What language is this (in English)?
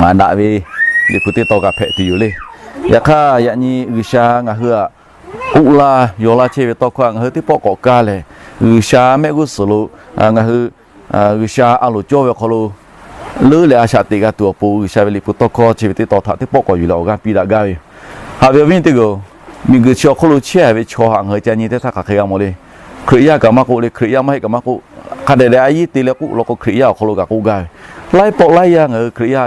Lahu